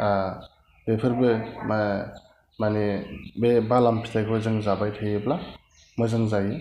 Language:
Bodo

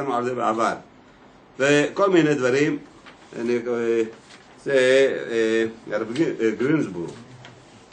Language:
Hebrew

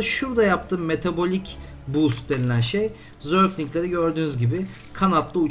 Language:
Turkish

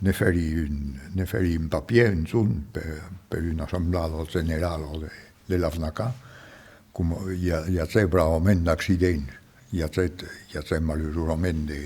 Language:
Occitan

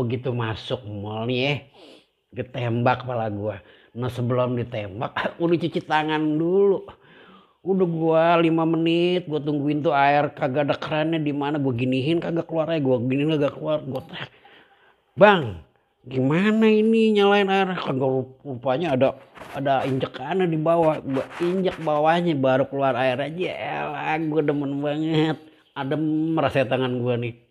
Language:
Betawi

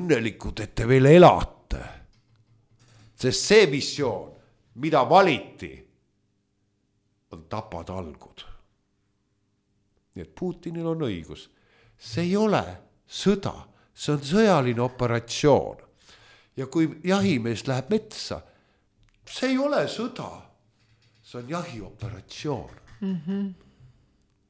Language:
Estonian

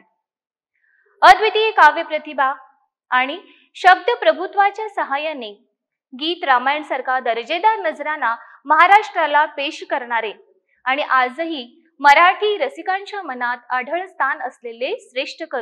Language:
Marathi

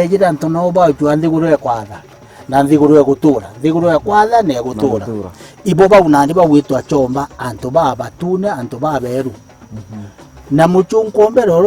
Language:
Meru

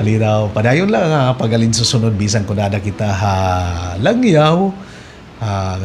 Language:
Waray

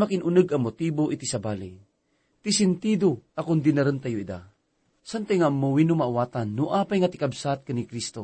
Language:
Iloko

